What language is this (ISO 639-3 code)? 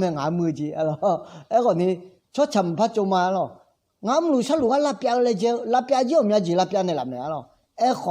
ahk